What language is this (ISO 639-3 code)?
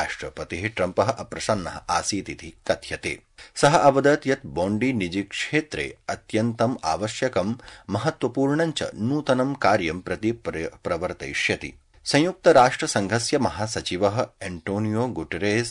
san